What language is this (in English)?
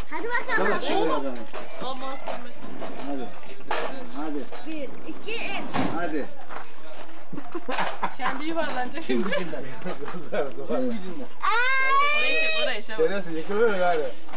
Turkish